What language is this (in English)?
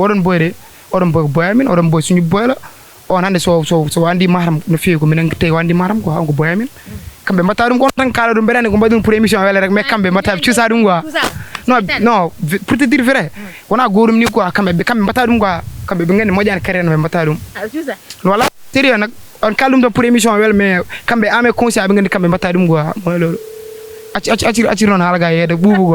Fula